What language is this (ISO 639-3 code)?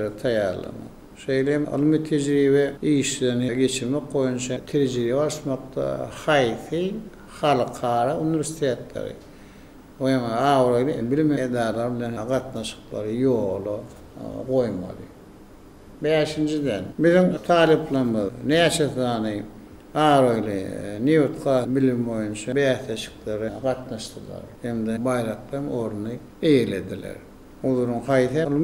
tuk